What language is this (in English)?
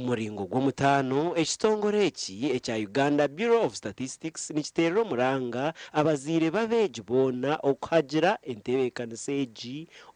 Nyankole